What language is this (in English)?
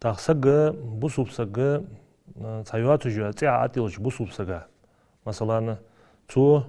Ingush